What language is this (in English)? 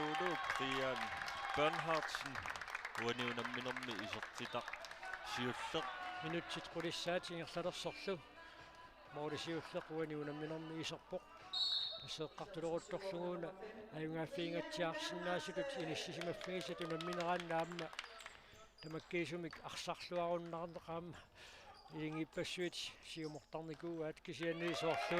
Kalaallisut